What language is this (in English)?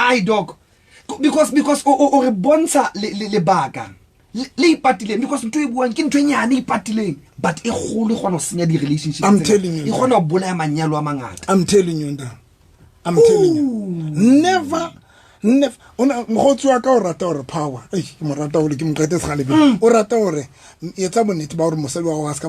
Southern Sotho